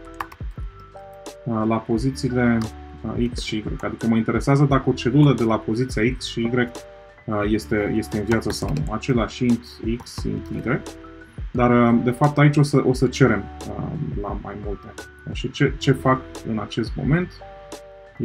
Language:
Romanian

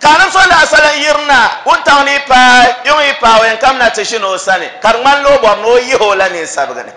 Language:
Dagbani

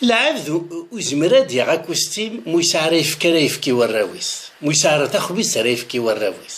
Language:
Kabyle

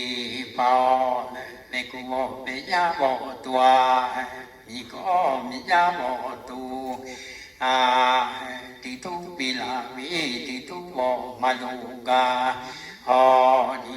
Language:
Lahu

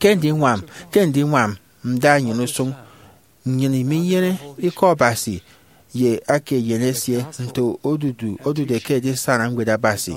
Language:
Efik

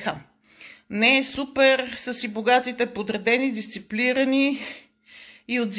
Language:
Bulgarian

